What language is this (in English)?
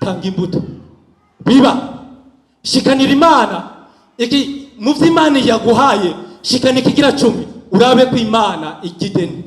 Rundi